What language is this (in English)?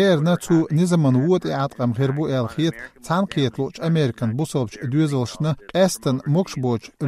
Chechen